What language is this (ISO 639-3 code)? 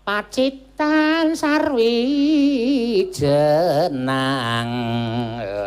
jav